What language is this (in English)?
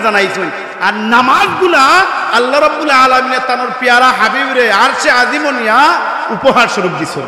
Sylheti